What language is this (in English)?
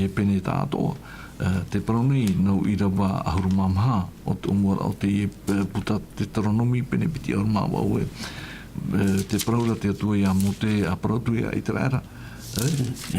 Tahitian